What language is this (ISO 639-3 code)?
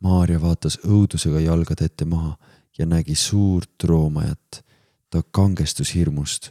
est